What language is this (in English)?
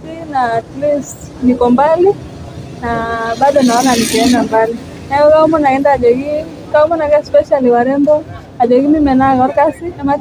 Masai